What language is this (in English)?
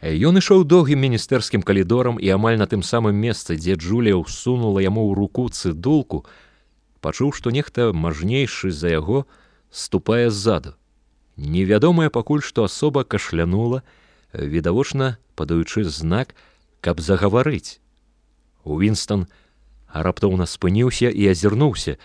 Belarusian